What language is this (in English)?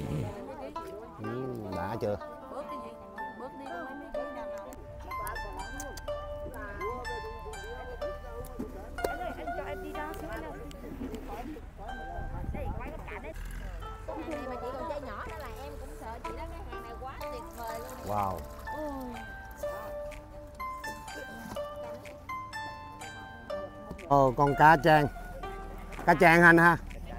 Vietnamese